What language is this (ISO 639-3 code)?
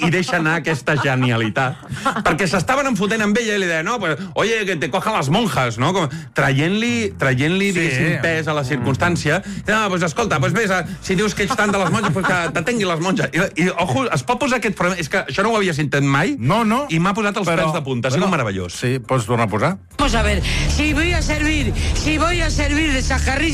cat